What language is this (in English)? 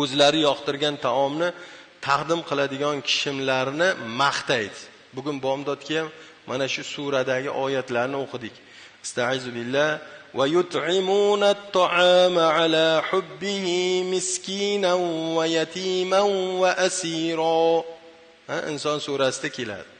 Uzbek